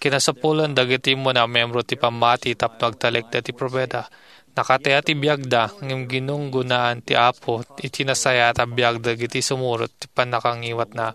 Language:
Iloko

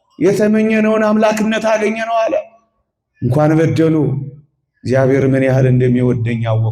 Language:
Amharic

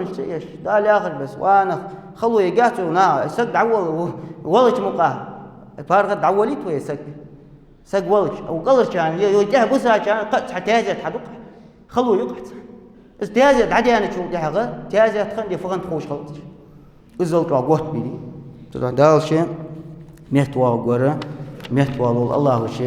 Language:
Ingush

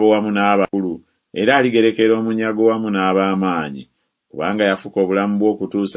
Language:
Ganda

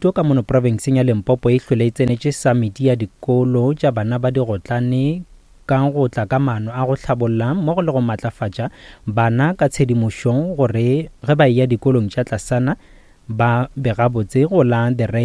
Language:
Northern Sotho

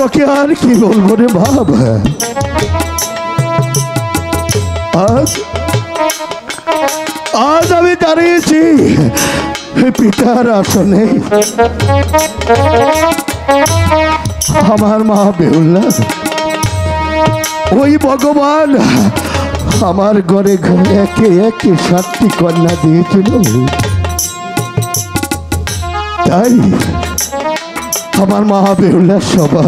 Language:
Bangla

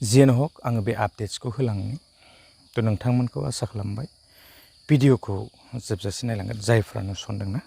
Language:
Bodo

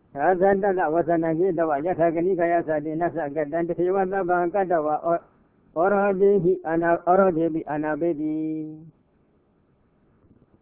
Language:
Burmese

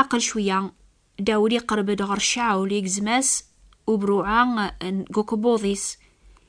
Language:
Kabyle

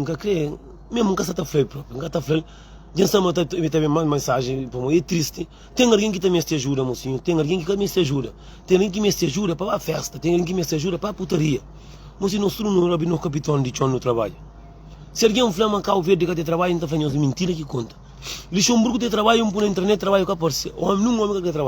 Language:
Kabuverdianu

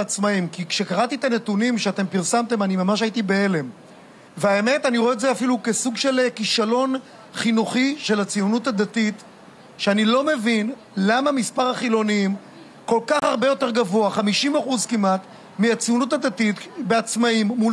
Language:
Hebrew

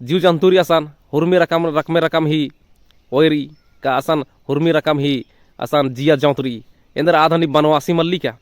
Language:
Kurukh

